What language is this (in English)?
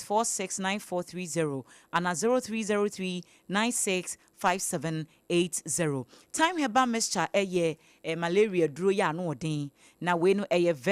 Akan